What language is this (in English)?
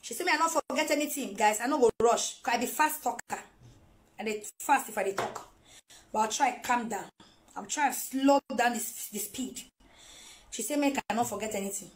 Nigerian Pidgin